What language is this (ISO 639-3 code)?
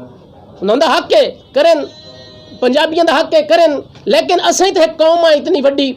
lah